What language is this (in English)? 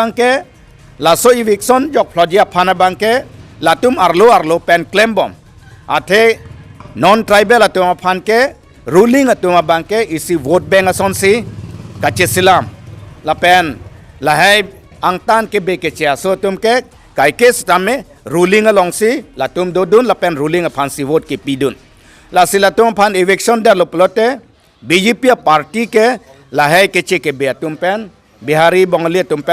Karbi